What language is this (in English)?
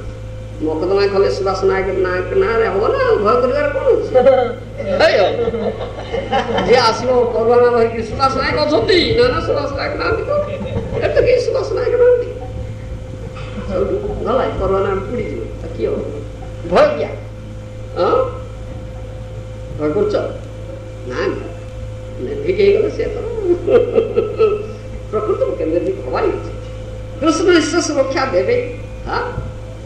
Odia